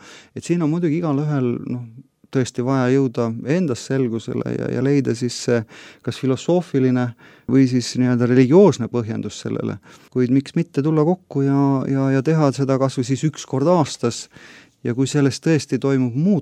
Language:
Estonian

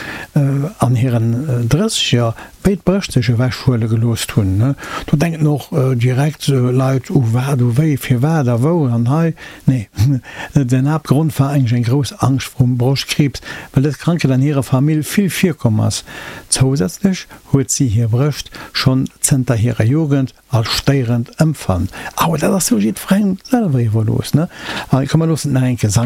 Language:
Luxembourgish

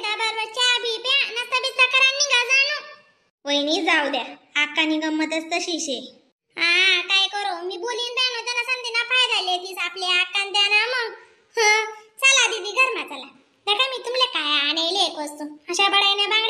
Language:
Khandesi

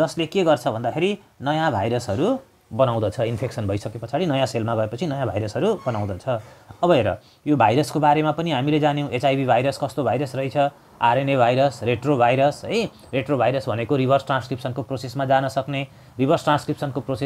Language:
Nepali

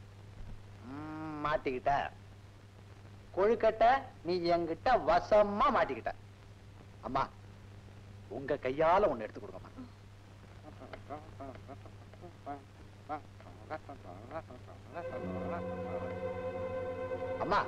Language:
Tamil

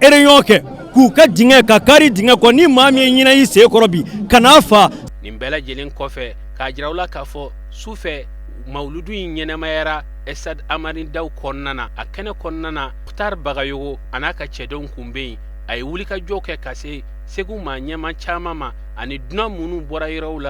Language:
Bambara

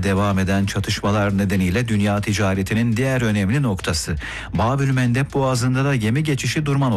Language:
Turkish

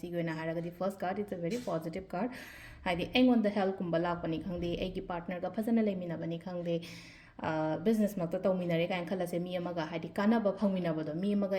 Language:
Manipuri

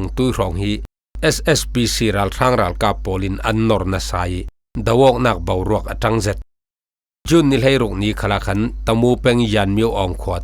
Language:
Falam Chin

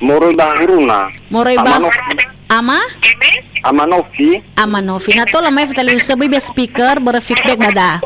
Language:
Nias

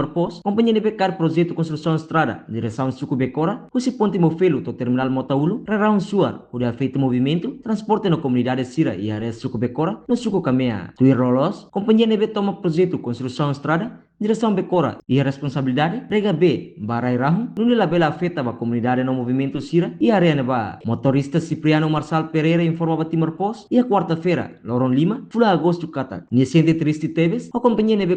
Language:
Tetum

